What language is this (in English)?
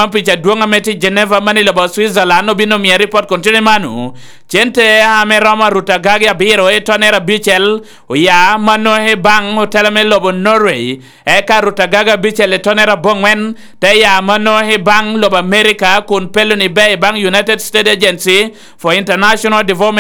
Lango (Uganda)